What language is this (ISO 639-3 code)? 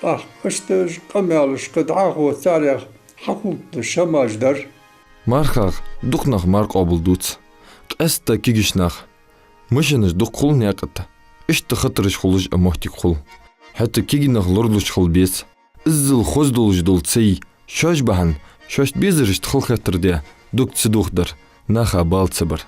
inh